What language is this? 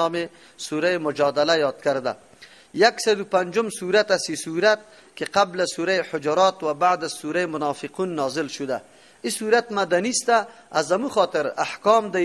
Persian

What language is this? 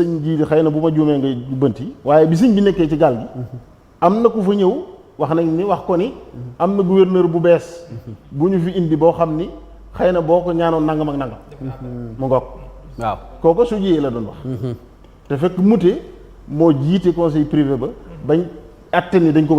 Wolof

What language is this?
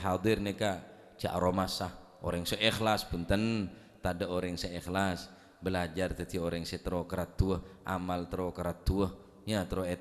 Madurese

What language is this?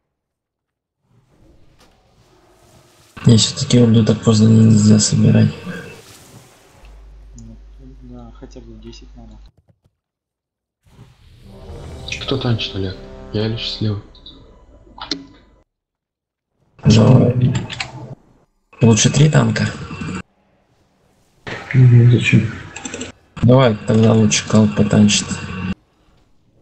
Russian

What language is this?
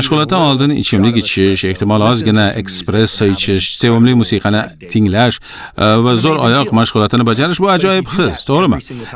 Uzbek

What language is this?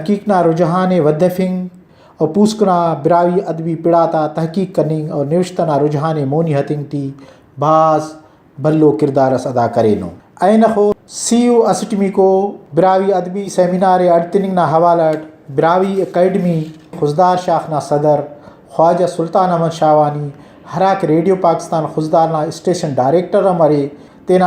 Brahui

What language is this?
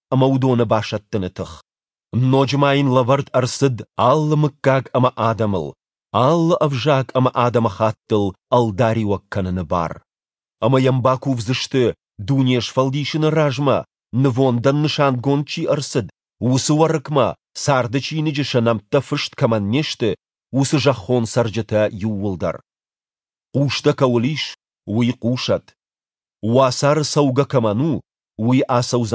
Ossetic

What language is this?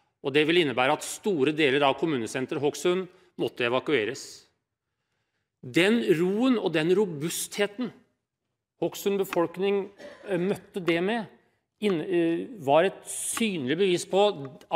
Norwegian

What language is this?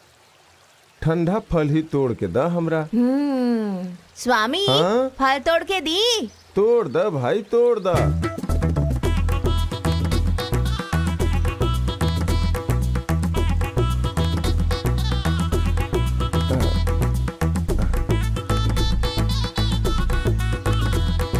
Bhojpuri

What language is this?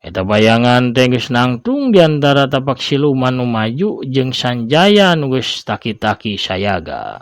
Sundanese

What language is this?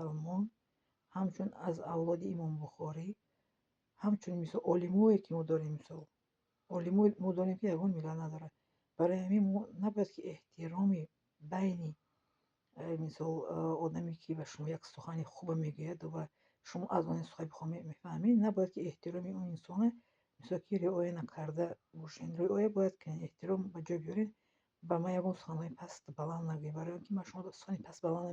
Tajik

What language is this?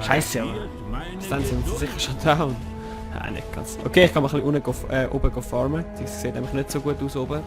Swiss German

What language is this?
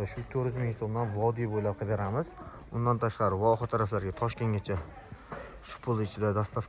Uzbek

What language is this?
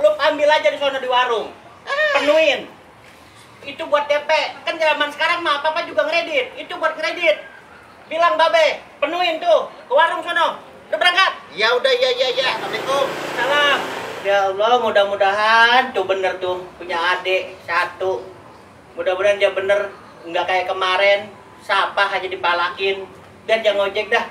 Betawi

